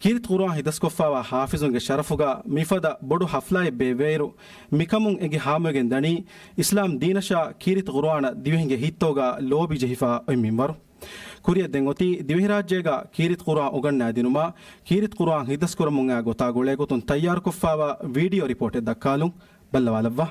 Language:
Divehi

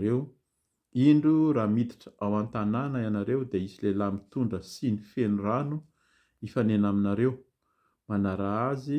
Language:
Malagasy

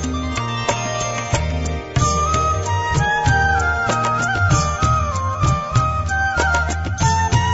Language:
Gujarati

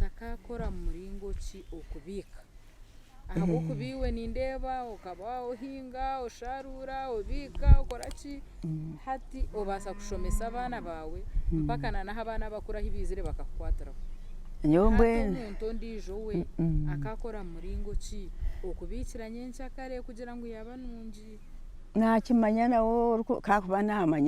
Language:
Nyankole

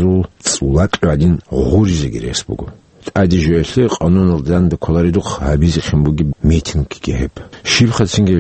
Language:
Avaric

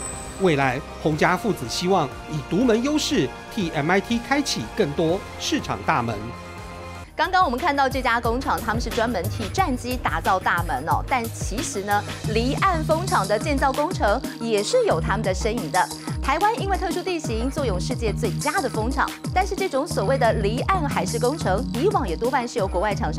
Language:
Chinese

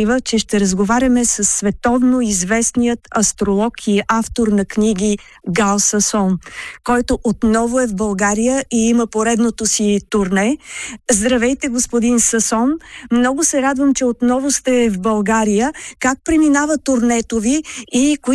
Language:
Bulgarian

